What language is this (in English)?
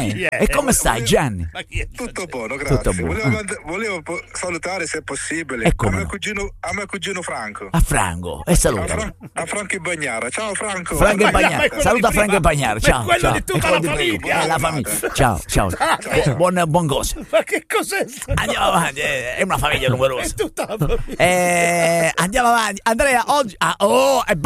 Italian